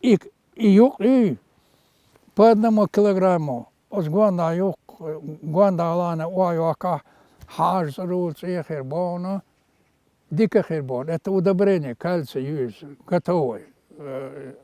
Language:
Chechen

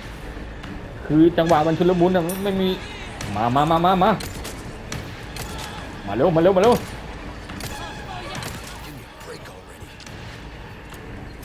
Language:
Thai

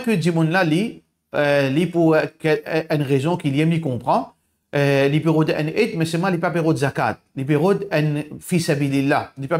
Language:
Morisyen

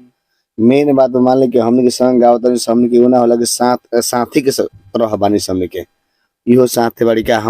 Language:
Bhojpuri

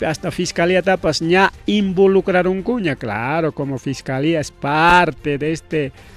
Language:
Ayacucho Quechua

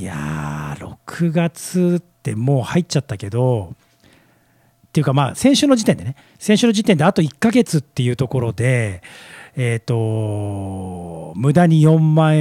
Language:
Japanese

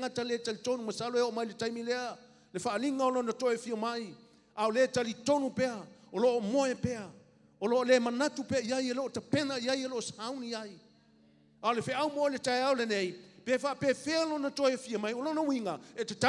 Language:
Samoan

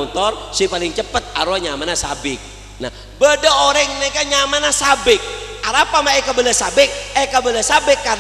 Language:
Madurese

